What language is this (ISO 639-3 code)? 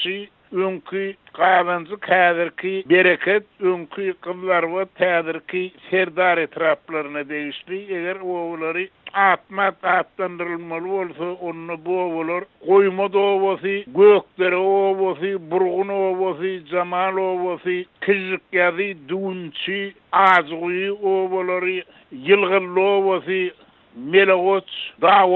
tuk